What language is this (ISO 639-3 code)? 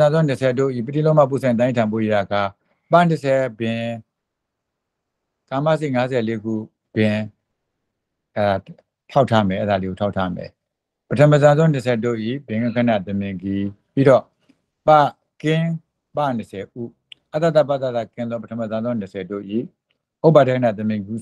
mya